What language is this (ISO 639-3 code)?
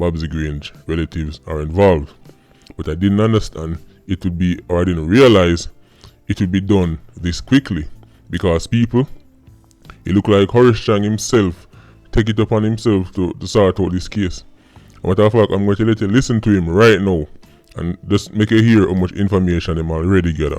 jam